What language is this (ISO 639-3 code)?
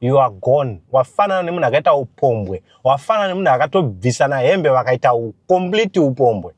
sna